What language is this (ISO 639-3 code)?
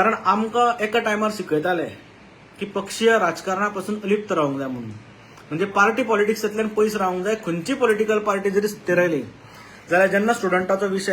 kok